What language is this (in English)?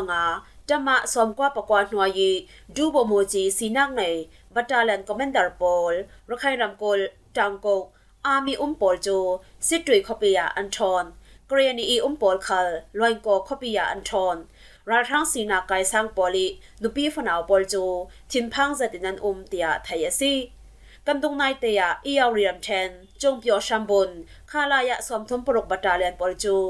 Falam Chin